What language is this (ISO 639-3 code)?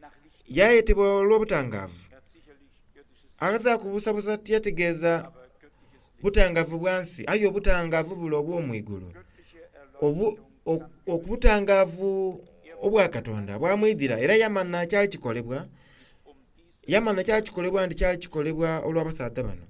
xog